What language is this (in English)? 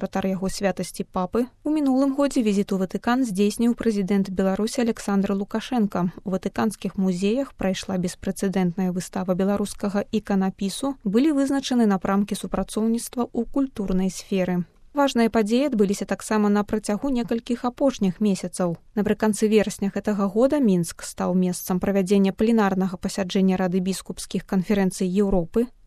Belarusian